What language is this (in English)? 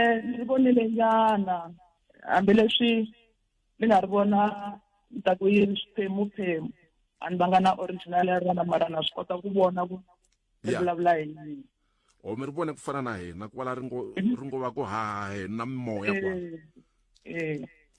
Tsonga